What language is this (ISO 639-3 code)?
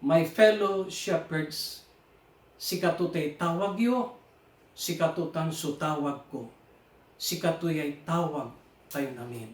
pag